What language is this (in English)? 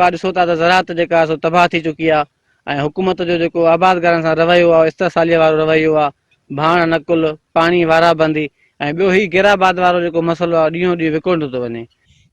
Sindhi